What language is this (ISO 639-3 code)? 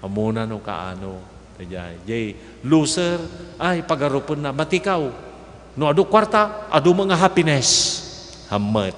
ilo